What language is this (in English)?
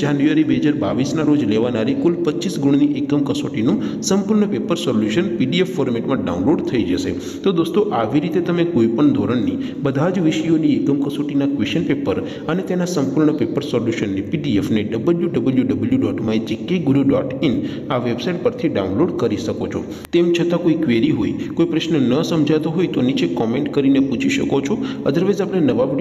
Gujarati